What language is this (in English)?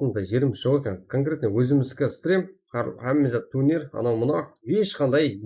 Kara-Kalpak